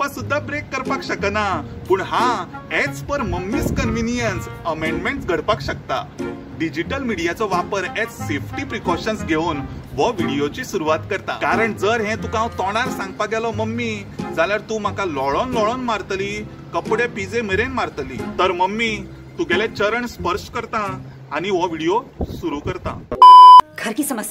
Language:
Konkani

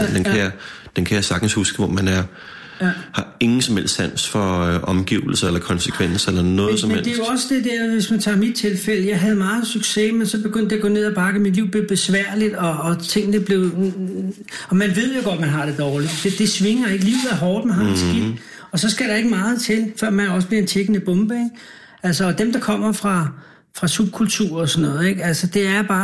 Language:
Danish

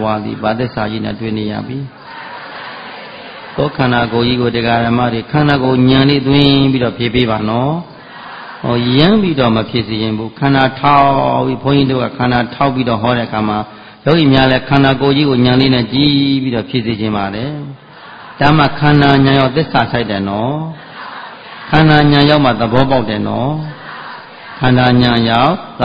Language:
Burmese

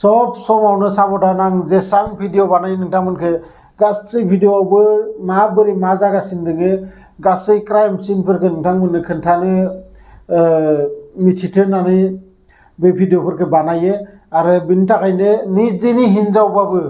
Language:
Bodo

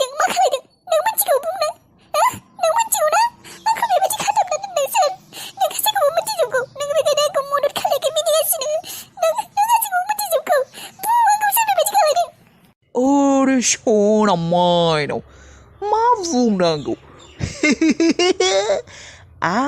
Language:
Bodo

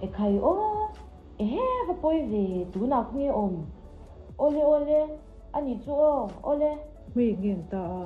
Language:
Mizo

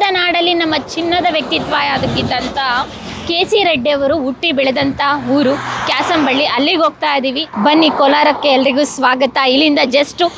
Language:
Kannada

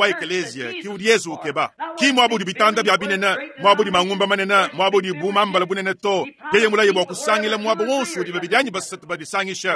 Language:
Luba-Lulua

